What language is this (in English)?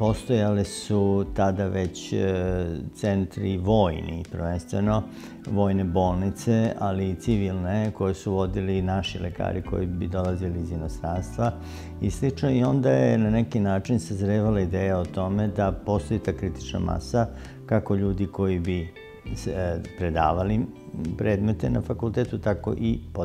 Serbian